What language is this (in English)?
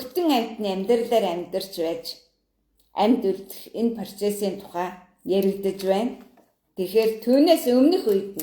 Mongolian